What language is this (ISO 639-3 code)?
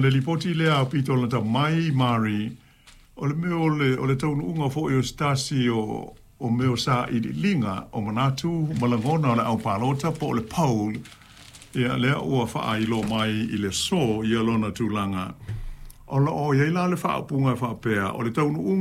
smo